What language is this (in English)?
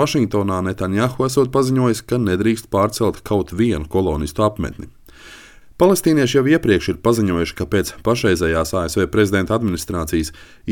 Latvian